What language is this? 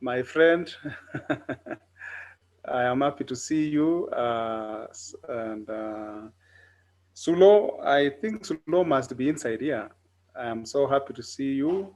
Kalenjin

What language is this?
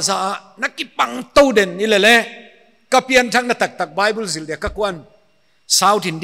Paite Chin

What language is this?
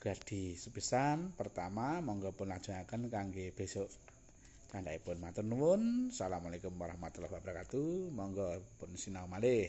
Javanese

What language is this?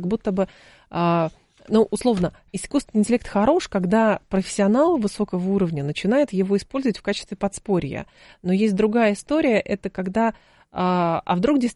Russian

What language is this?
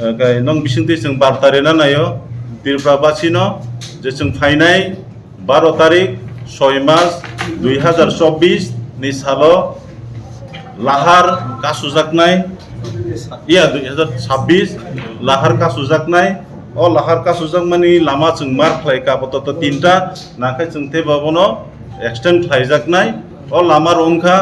Kok Borok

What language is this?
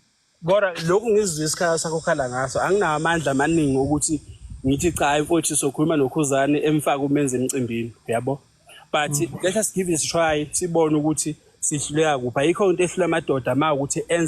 Zulu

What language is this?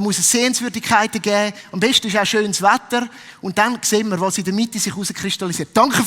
Swiss German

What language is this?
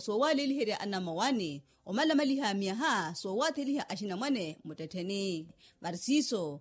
Makhuwa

